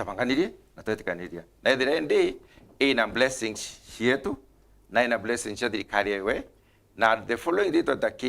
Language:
Meru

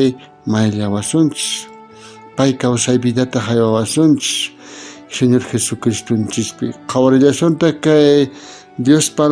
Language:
South Bolivian Quechua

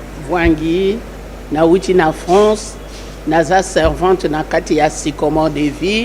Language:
Lingala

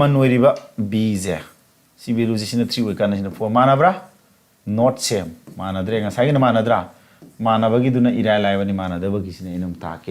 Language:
Manipuri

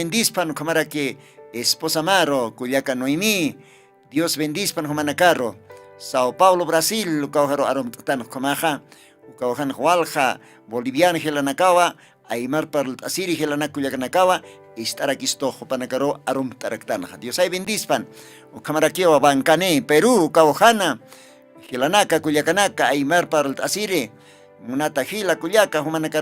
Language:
Aymara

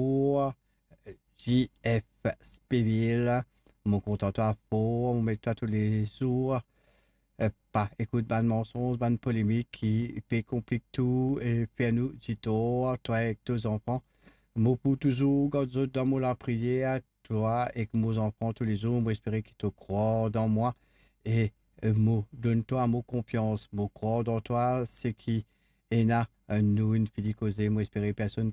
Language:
Morisyen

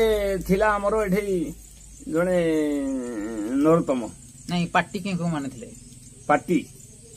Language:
Odia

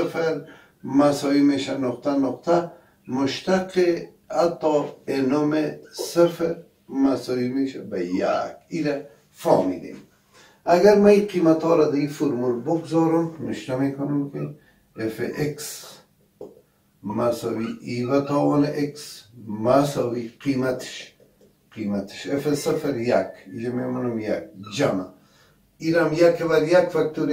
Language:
Persian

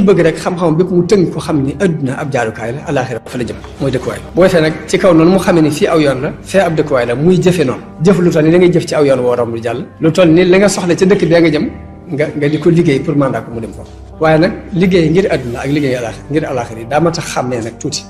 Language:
Wolof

